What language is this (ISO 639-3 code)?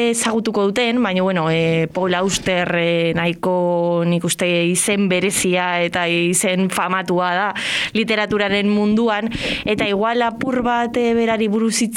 eus